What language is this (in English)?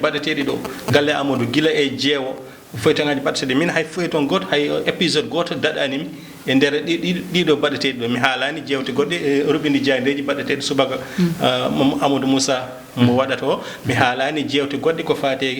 Fula